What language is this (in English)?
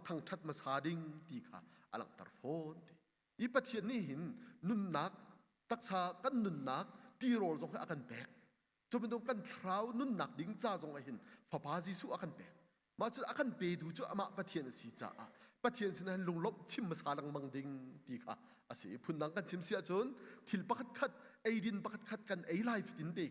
Hakha Chin